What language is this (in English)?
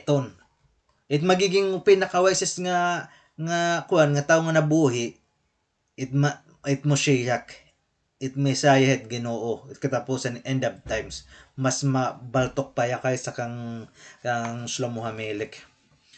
Waray